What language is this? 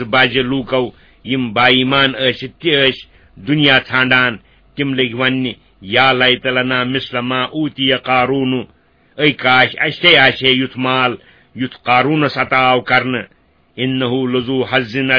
Kashmiri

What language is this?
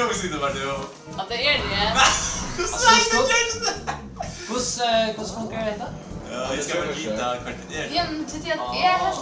Faroese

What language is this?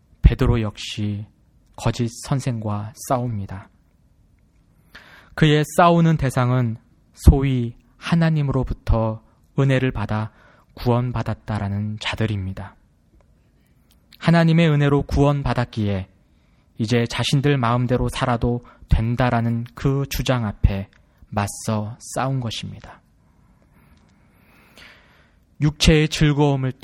Korean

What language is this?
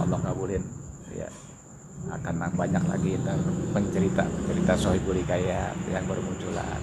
Betawi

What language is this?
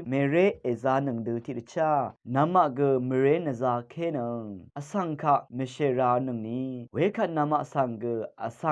Rawang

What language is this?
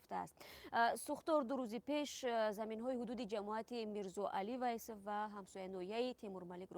Tajik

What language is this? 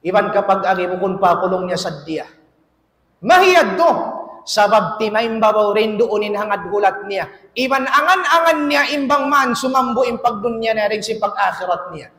Tausug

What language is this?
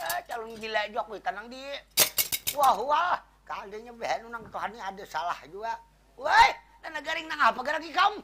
Banjar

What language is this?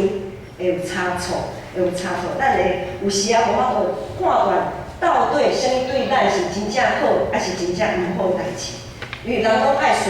Min Nan Chinese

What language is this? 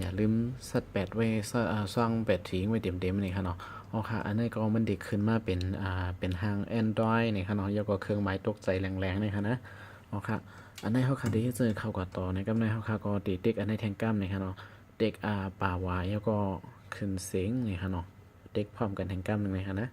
Shan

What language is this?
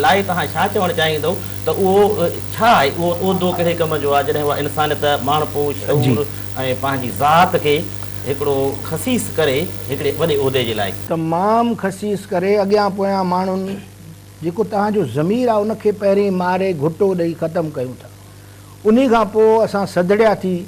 Sindhi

